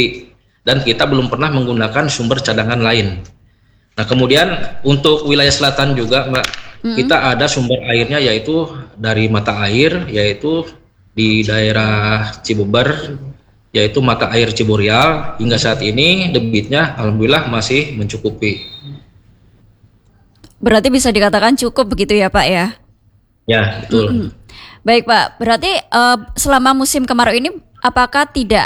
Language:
Indonesian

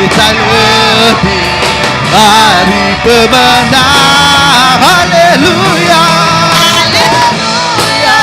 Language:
Iban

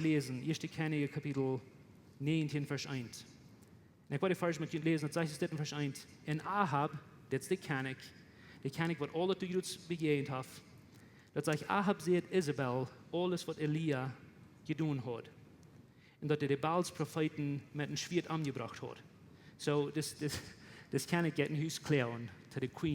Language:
Plautdietsch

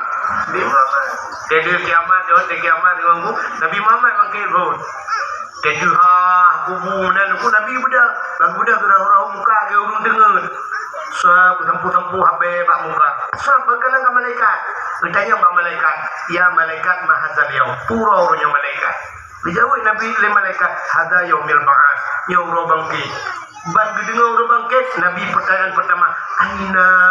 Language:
Achinese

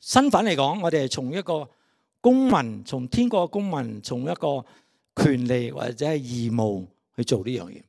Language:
Cantonese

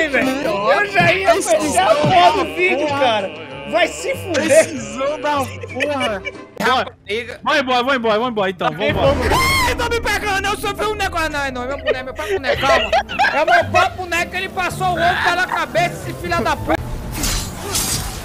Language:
Portuguese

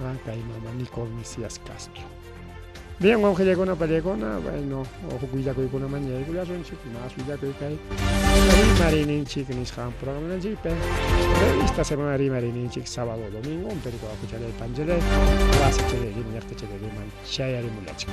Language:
Ayacucho Quechua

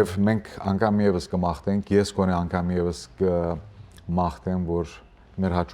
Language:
Western Armenian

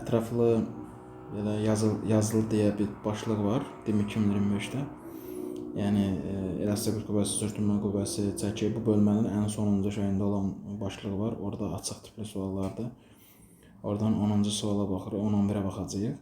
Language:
Azerbaijani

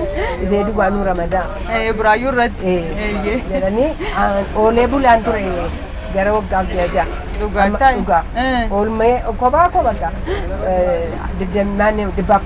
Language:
Oromo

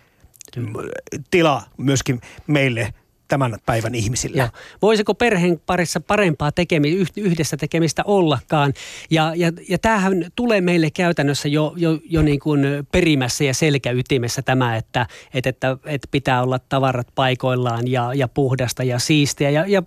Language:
Finnish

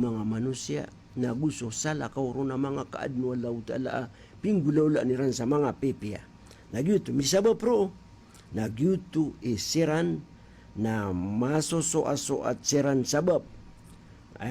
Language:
Maranao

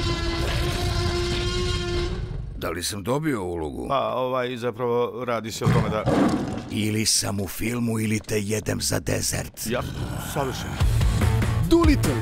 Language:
Serbian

